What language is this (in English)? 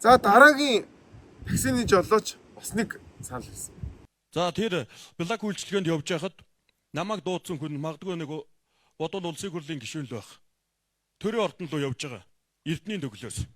Mongolian